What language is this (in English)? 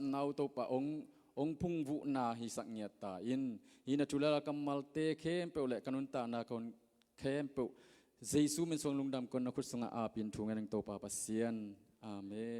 Tedim Chin